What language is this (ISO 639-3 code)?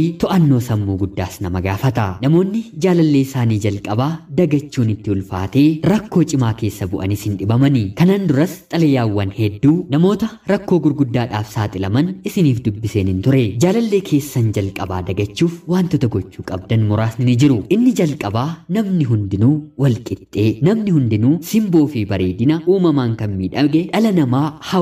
orm